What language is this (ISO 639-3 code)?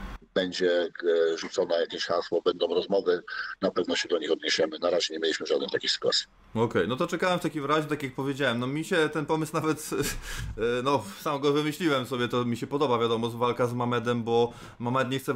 pol